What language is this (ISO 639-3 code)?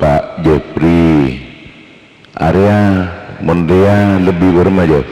mad